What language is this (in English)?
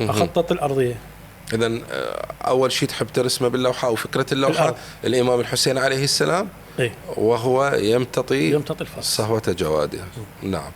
Mesopotamian Arabic